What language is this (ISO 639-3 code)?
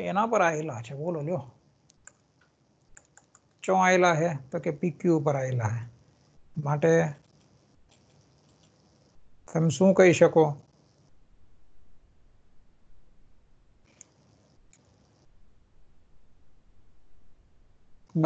guj